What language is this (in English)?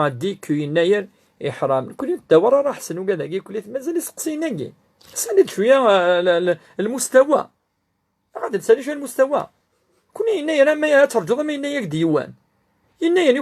Kabyle